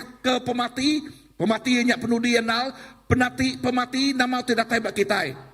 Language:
Iban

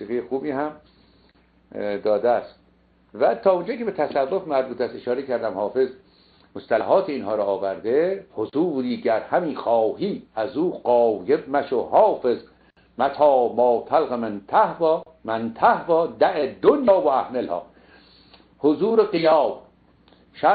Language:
Persian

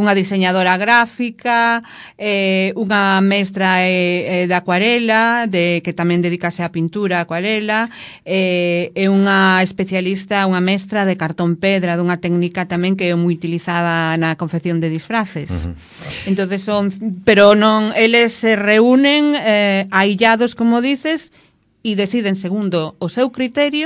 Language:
Galician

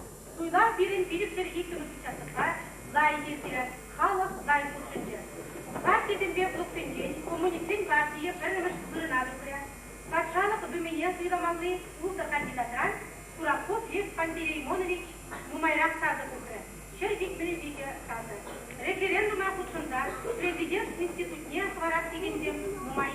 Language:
Chuvash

